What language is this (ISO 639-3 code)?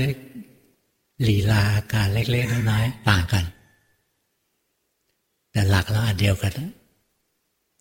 tha